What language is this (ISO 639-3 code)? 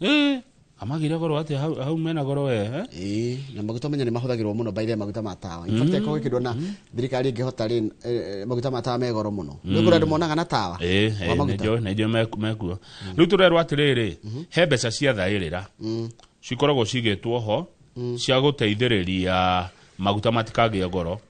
kik